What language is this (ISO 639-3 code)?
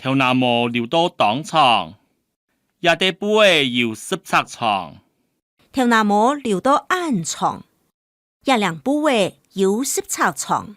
hak